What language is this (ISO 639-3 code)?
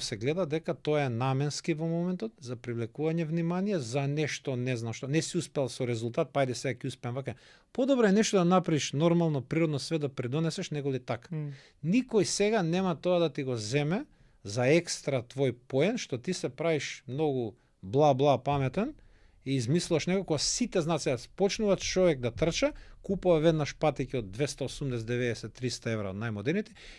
mkd